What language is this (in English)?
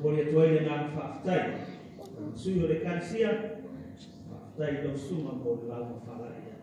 Samoan